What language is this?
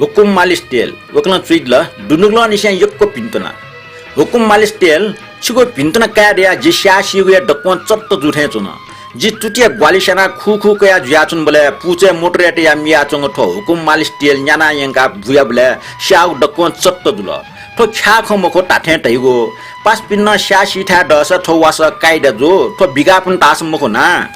Newari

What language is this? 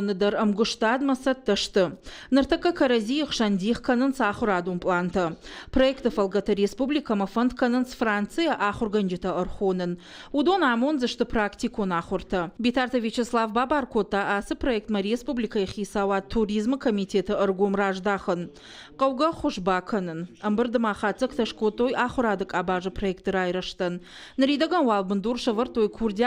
Ossetic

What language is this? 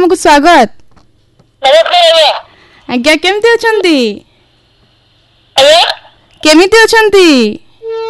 Odia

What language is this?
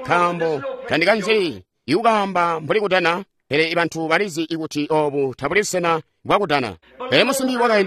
Tonga (Zambia)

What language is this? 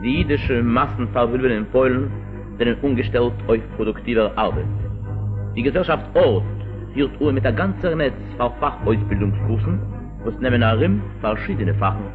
Yiddish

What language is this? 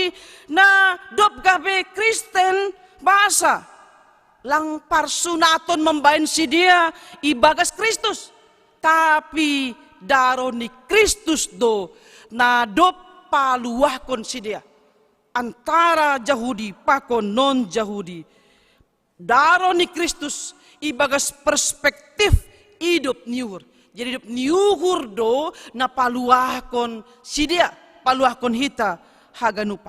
Batak Simalungun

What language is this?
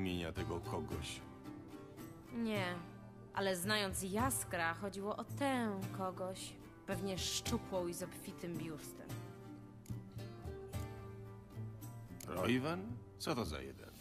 Polish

